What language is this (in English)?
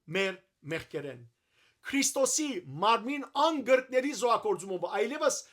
Western Armenian